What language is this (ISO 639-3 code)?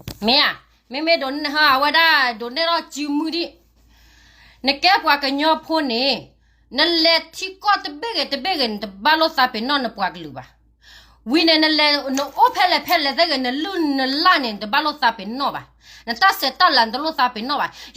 ksw